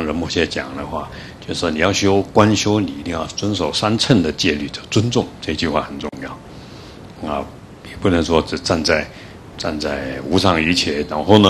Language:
Chinese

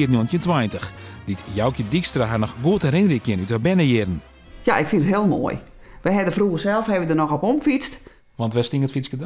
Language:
Western Frisian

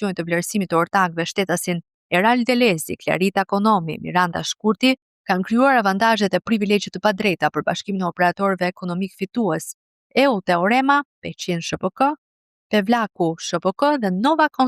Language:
Albanian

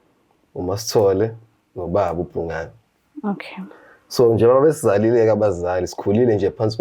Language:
Zulu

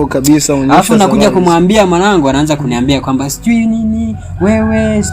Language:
Swahili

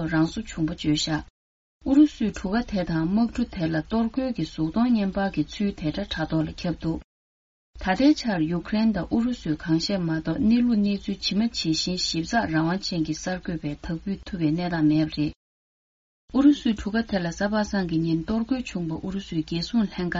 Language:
Tibetan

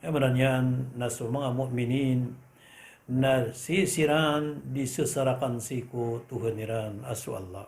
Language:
Maranao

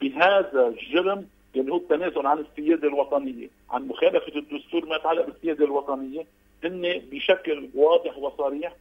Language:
North Levantine Arabic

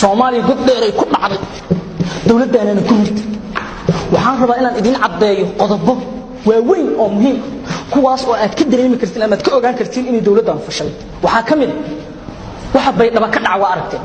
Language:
Somali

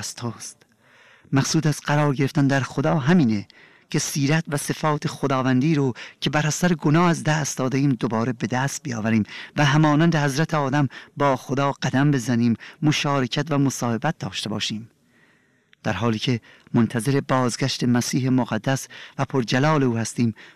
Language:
Persian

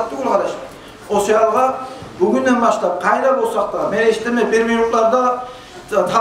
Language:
Kumyk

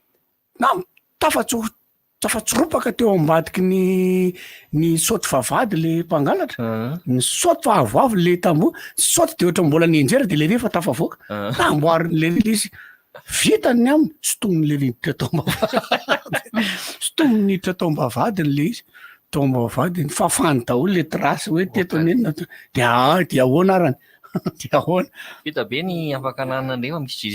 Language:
Malagasy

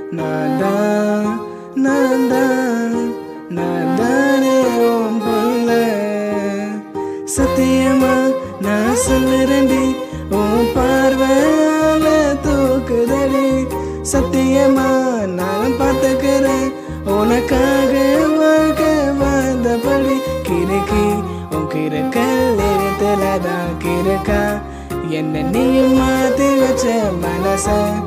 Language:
Tamil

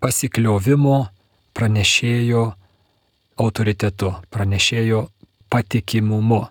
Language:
Lithuanian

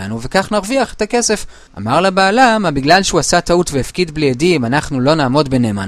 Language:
Hebrew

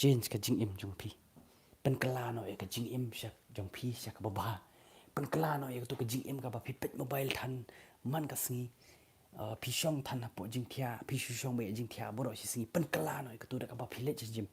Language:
Khasi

